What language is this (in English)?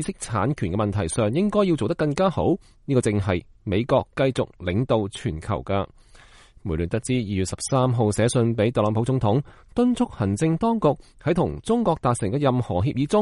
Cantonese